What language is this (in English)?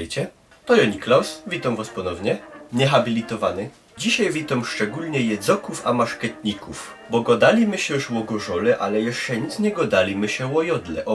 Silesian